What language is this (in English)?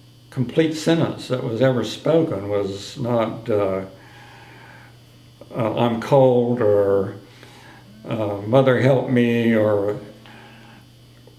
English